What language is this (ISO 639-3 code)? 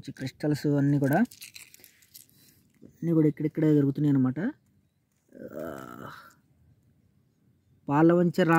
tel